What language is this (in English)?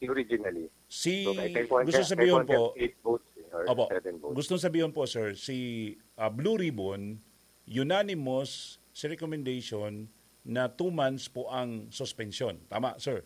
Bikol